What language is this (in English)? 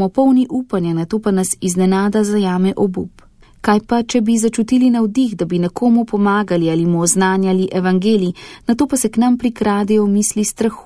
Slovenian